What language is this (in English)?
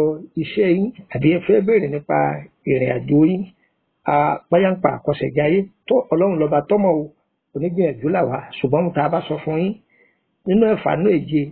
Yoruba